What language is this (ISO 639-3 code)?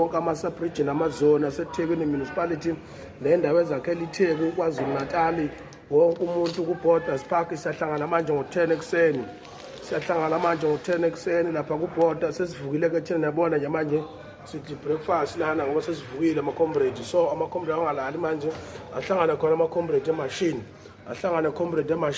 zul